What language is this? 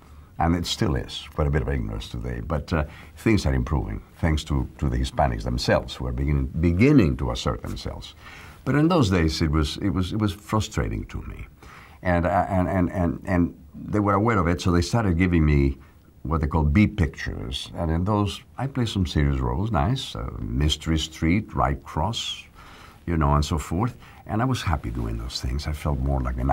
English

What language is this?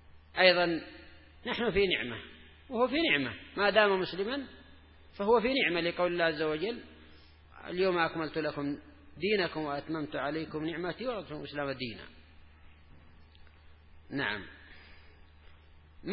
Arabic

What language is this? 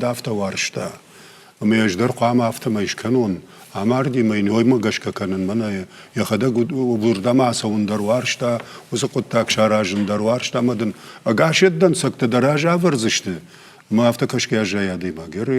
Ossetic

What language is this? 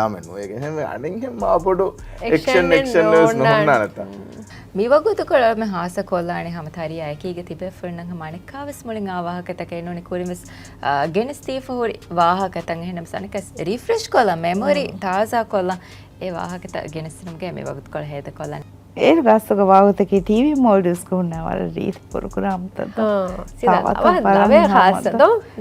Divehi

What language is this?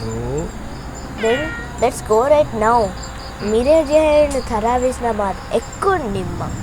Divehi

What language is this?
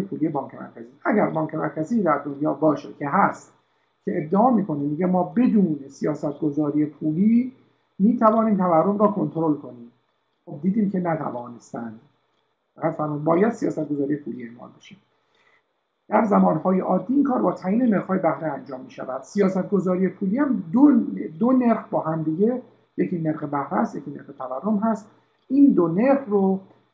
Persian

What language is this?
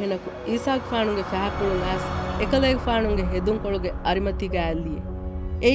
Divehi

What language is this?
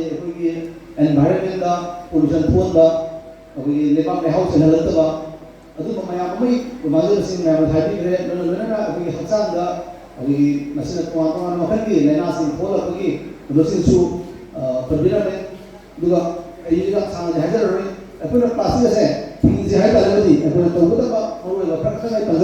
Manipuri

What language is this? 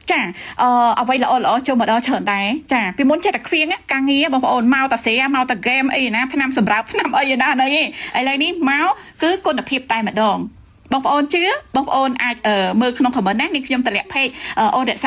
Khmer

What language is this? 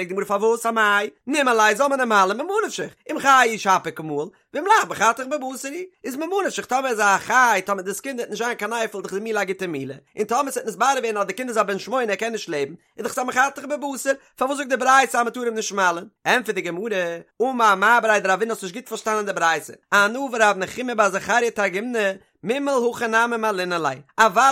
Yiddish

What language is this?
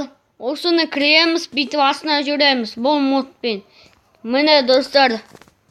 Kazakh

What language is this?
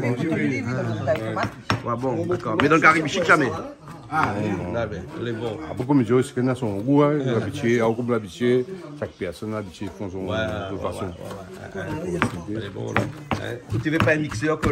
Réunion Creole French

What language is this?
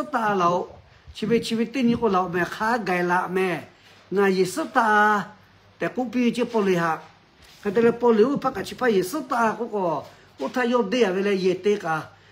Lahu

